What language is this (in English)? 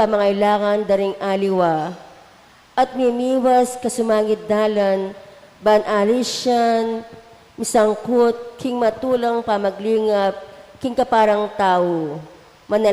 Pampanga